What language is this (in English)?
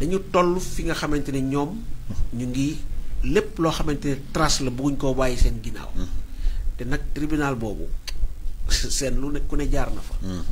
Wolof